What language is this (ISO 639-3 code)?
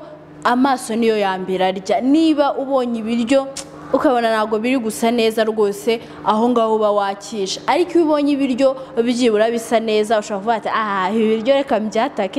kin